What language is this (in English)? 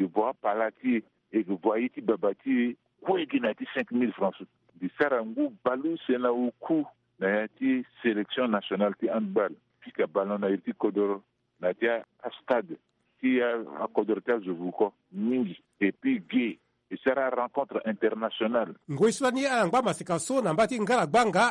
Sango